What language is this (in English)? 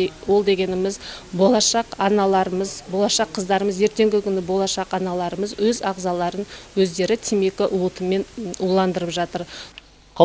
Kazakh